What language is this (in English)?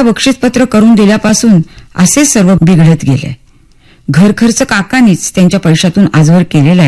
Marathi